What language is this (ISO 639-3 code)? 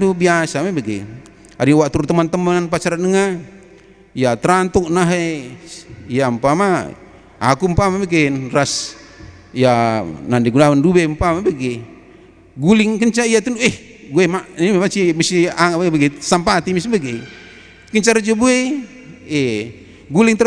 btx